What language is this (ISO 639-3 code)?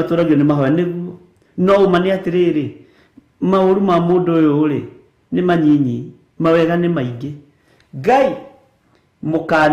kik